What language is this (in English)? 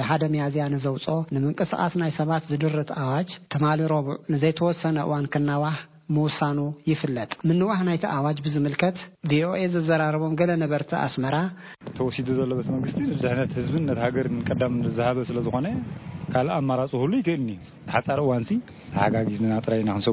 Tigrinya